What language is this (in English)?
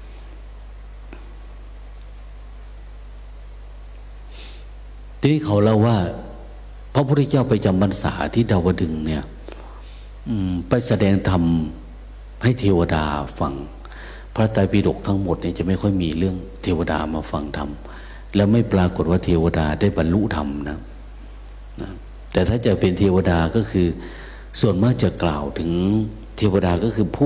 Thai